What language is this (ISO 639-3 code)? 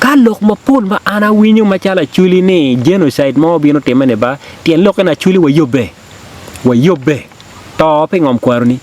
ach